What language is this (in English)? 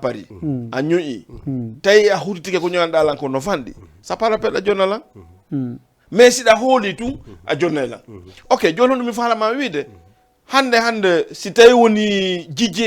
Fula